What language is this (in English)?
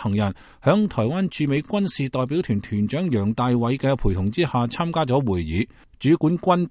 Cantonese